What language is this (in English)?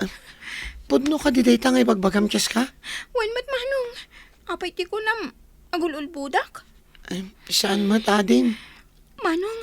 Iloko